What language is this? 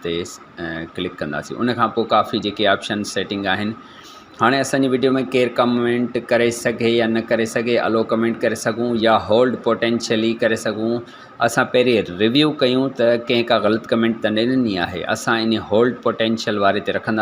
Sindhi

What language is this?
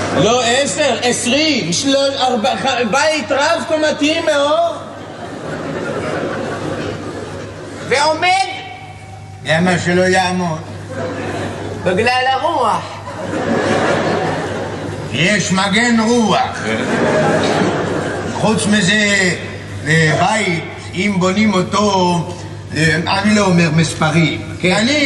Hebrew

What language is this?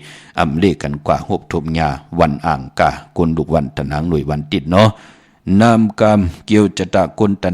Shan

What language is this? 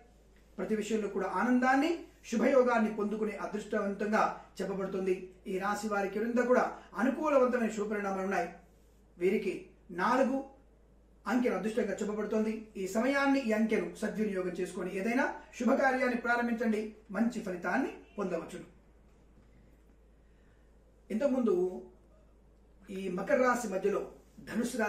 Telugu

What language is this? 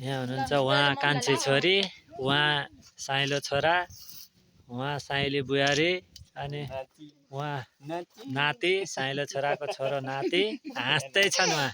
Nepali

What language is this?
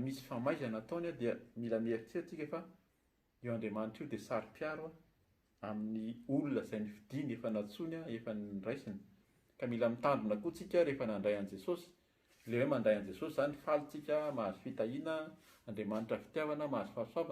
Malagasy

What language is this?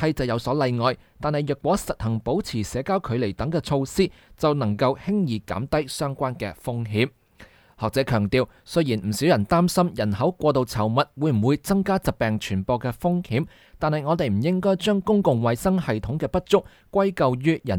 Cantonese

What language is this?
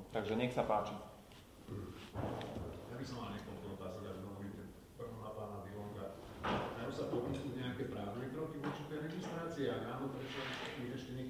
Slovak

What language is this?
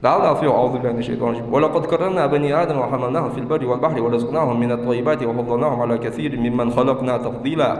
Ingush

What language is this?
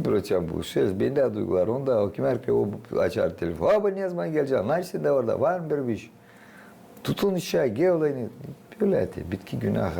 Gagauz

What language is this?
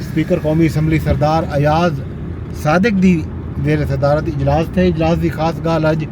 Saraiki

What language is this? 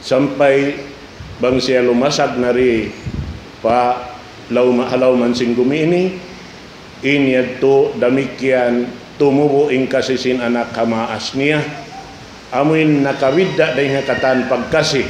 Tausug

